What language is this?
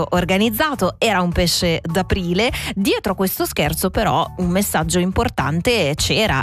Italian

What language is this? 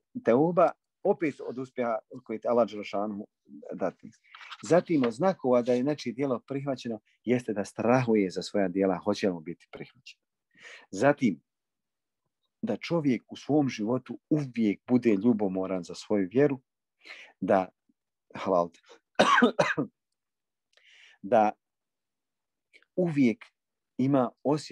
Bosnian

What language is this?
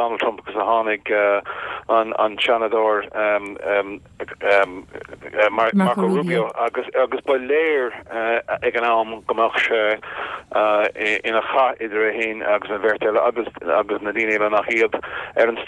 Irish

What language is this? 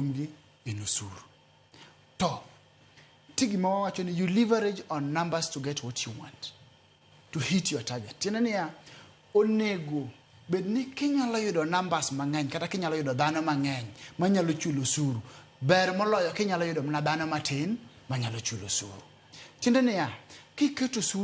Luo (Kenya and Tanzania)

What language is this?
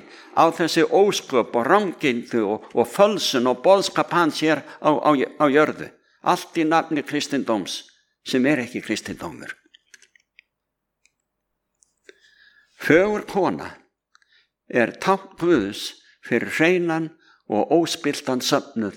Icelandic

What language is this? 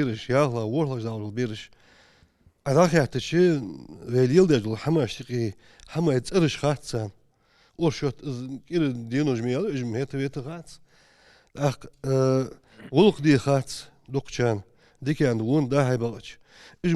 Ingush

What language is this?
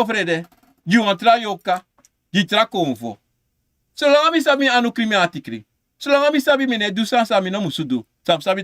Sranan Tongo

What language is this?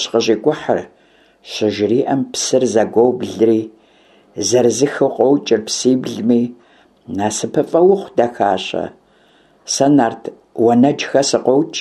Kabardian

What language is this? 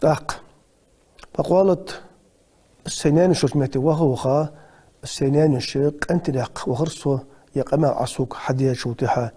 Ingush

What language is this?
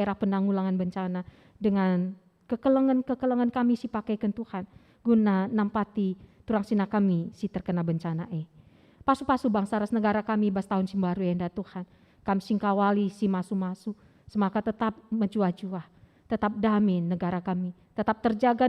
Batak Karo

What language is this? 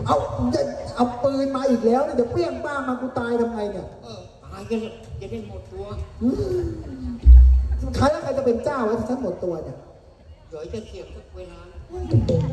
Thai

